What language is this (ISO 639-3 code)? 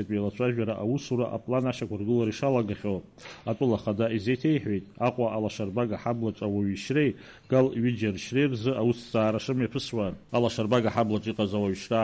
abk